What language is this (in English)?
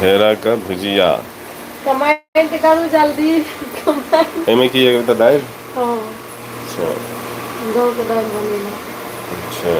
Maithili